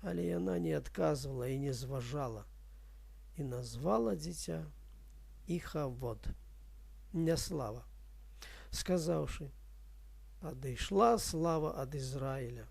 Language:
Belarusian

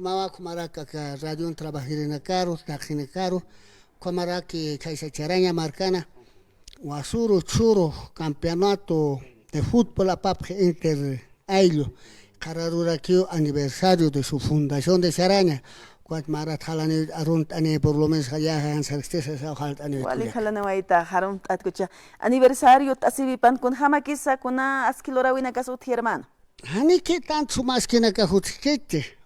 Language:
Aymara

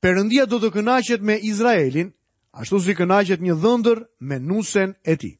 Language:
Albanian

